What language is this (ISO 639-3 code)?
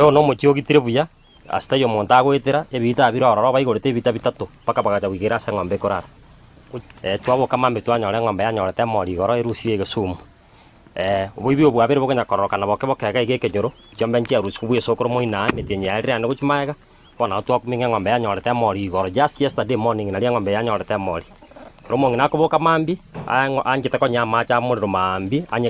guz